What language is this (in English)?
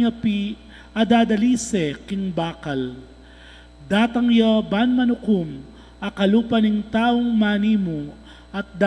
Pampanga